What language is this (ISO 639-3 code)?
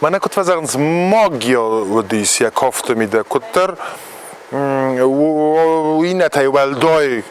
oss